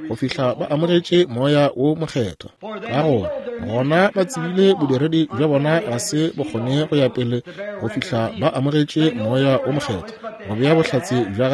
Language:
Northern Sotho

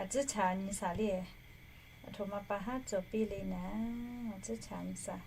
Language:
Lahu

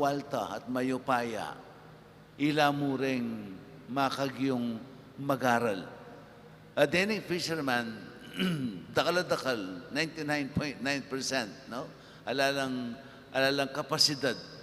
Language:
Pampanga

